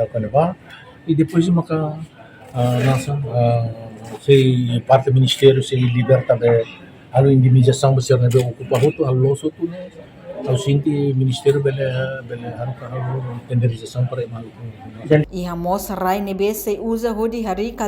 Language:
Tetum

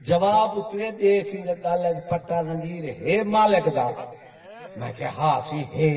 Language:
Saraiki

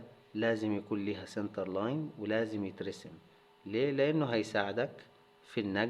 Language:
Egyptian Arabic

